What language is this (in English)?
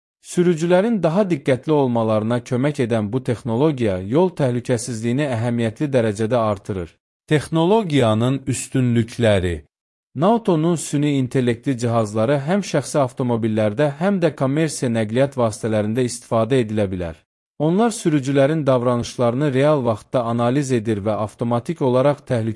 Azerbaijani